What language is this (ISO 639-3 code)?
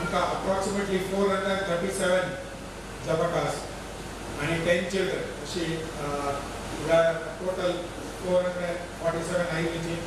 kok